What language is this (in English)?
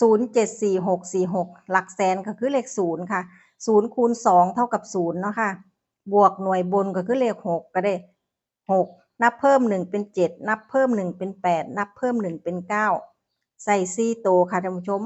Northeastern Thai